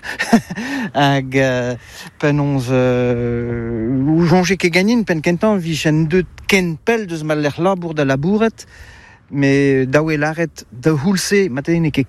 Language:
Breton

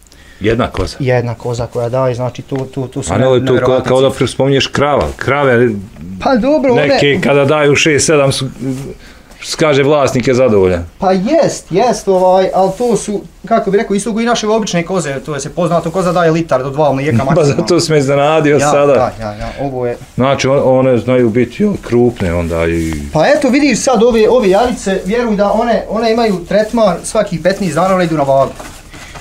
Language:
Bosnian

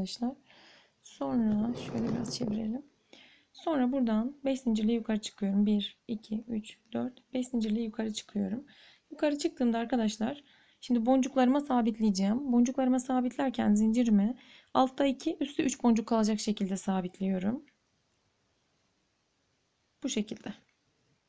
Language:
Turkish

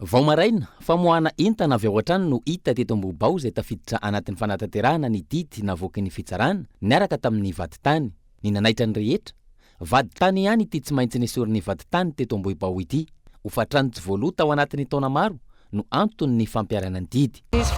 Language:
Malagasy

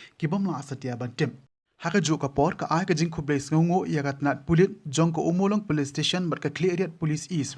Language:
Khasi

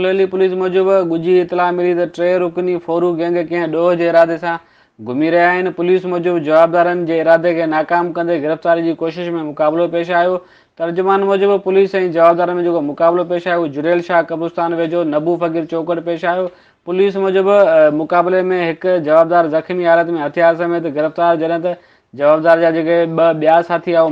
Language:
Sindhi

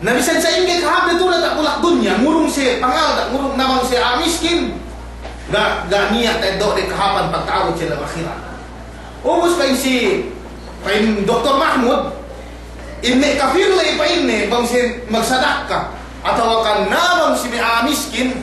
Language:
Yakan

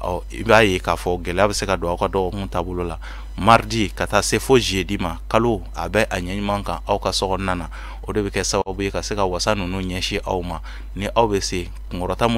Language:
Bambara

